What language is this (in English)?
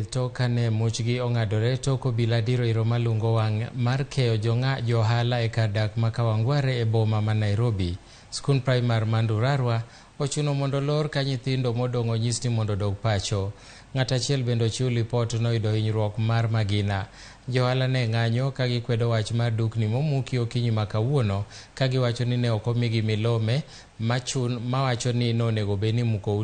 Luo (Kenya and Tanzania)